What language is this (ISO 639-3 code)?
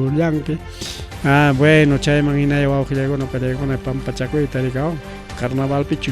quy